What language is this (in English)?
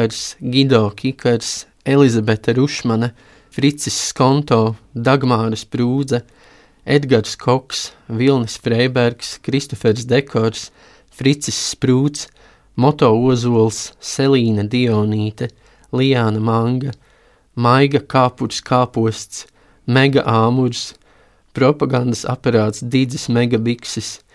Latvian